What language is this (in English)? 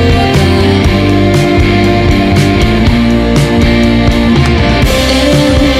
Basque